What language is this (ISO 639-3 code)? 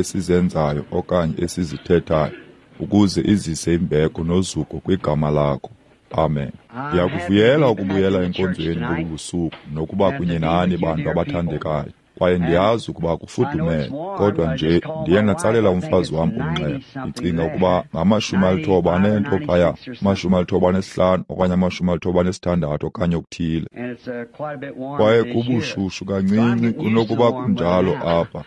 xho